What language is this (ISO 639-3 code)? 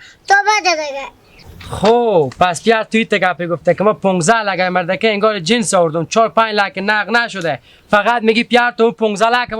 haz